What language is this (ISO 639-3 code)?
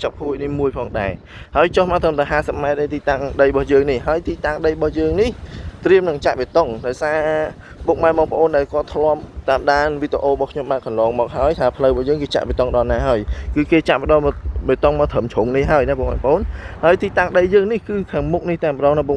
khm